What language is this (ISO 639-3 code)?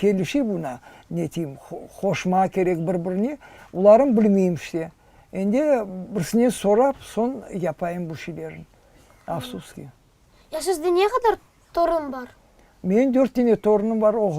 crh